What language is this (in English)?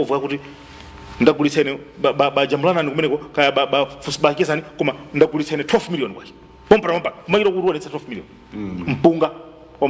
Nyanja